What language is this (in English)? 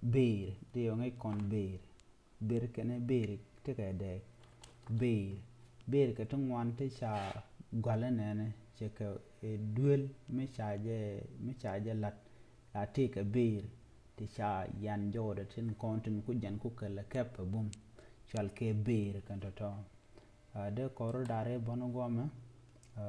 Nuer